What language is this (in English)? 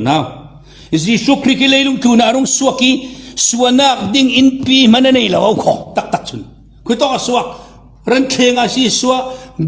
Falam Chin